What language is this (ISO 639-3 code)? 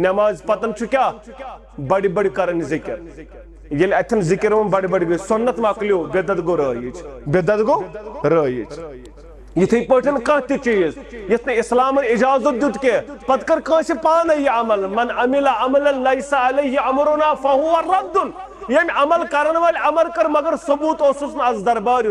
kas